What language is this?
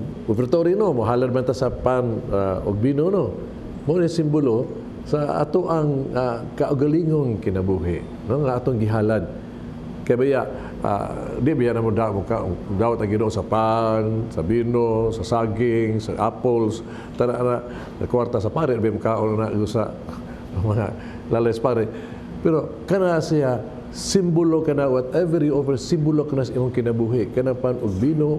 Cebuano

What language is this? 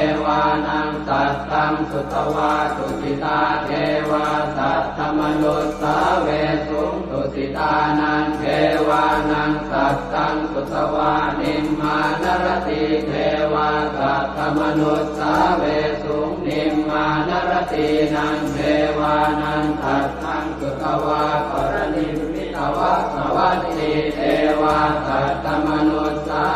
Pali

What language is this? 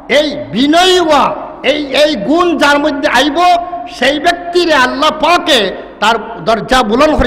Sylheti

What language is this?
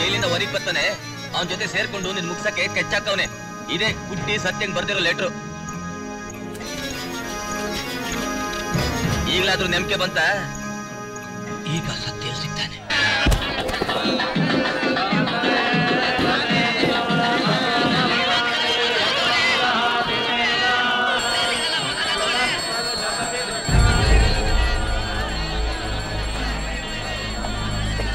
Kannada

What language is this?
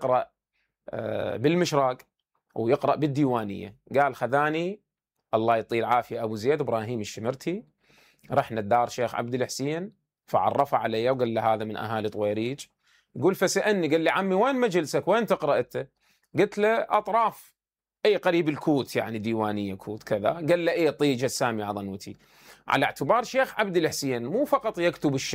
Mesopotamian Arabic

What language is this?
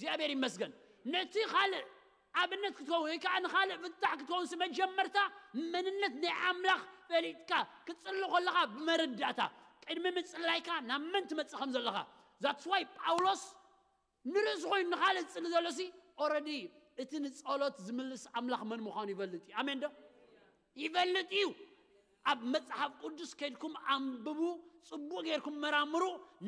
Tigrinya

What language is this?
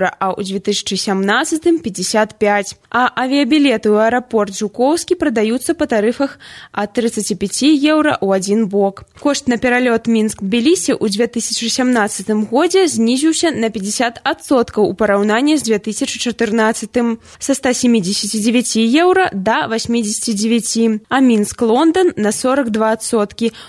Belarusian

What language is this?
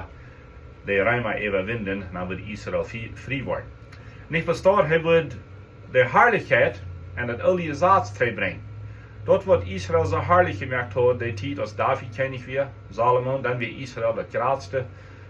Plautdietsch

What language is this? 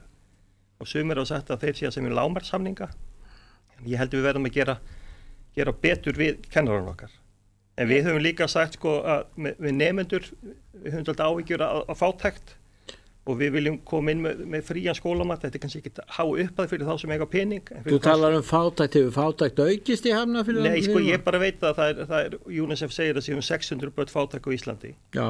Icelandic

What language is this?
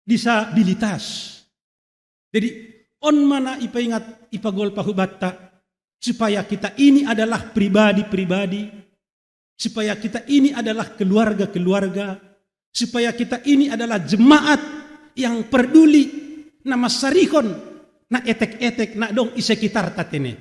Batak Simalungun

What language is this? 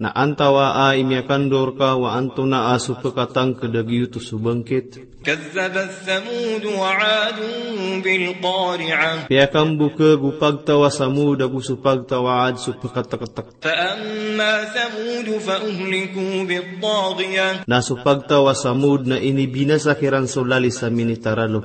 Maranao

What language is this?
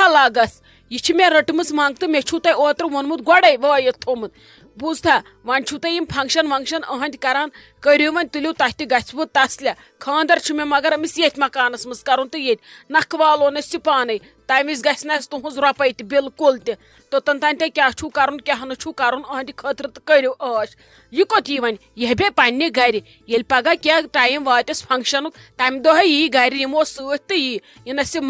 Kashmiri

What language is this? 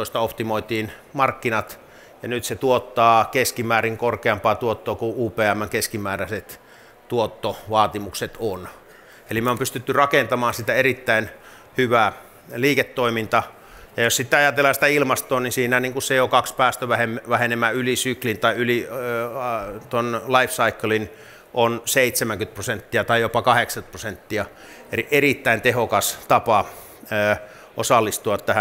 Finnish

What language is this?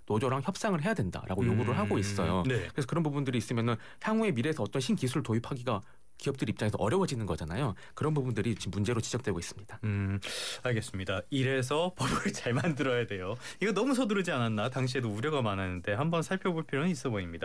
Korean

